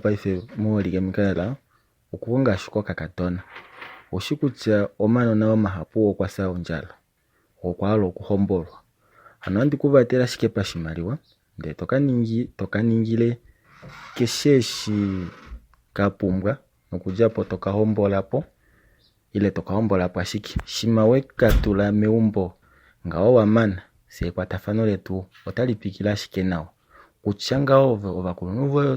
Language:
Kuanyama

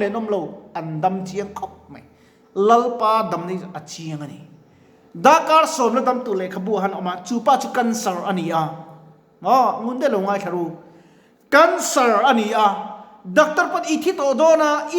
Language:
Mizo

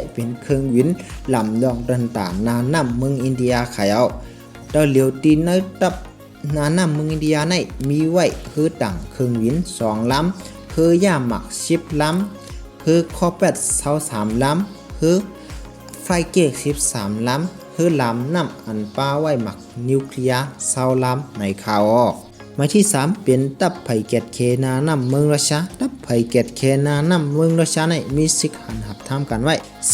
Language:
Shan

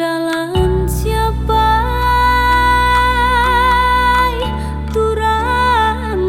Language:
Batak Karo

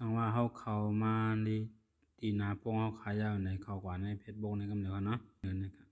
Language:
Shan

